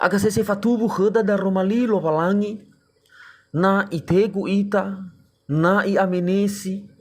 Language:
Nias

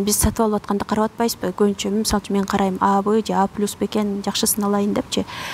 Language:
Kyrgyz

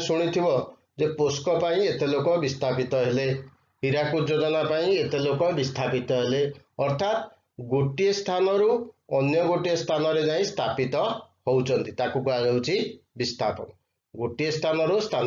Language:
Odia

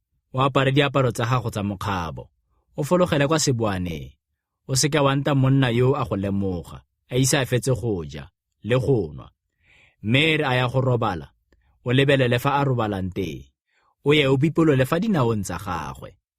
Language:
Tswana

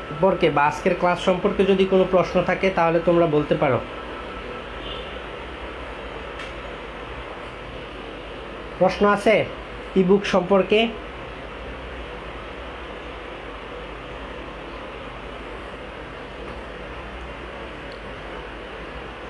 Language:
Bangla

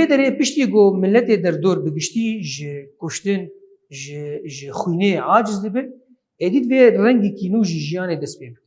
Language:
Kurdish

